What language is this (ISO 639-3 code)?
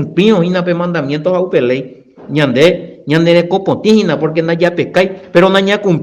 grn